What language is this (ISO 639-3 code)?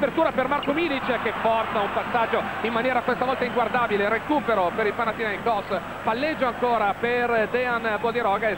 ita